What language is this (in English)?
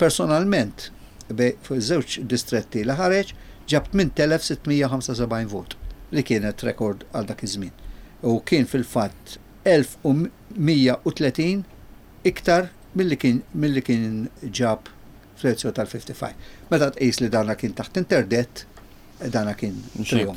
Maltese